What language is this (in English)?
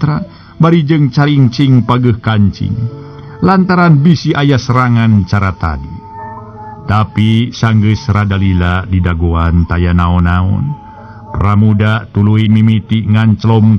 Sundanese